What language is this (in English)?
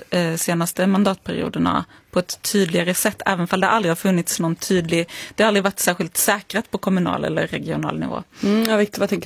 Swedish